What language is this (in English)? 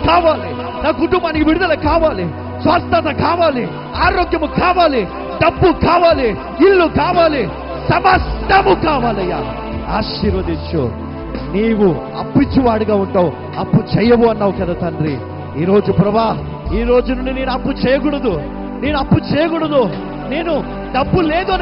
Telugu